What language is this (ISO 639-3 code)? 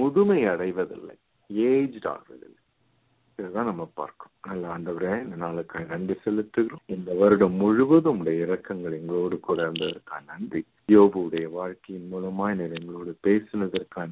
tam